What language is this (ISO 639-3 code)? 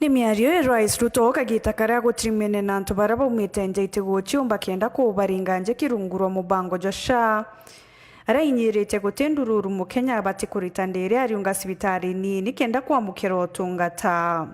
mer